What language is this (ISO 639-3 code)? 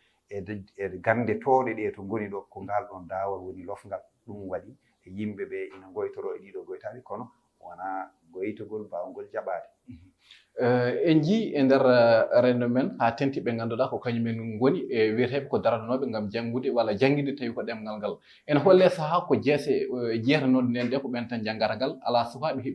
ful